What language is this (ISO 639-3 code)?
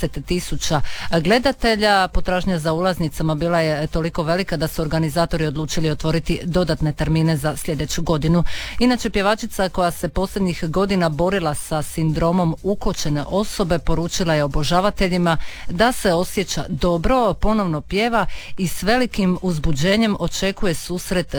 hrv